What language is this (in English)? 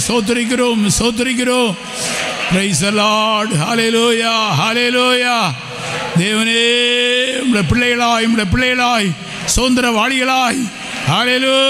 Tamil